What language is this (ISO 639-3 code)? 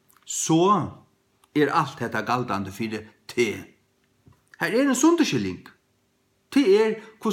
fao